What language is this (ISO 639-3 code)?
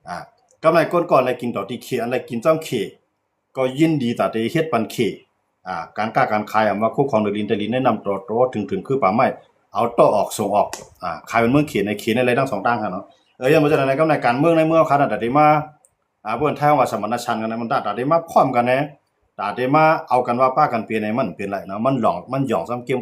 shn